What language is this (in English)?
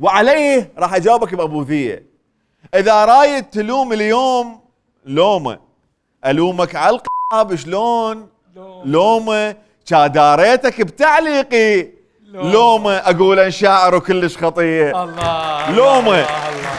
Mesopotamian Arabic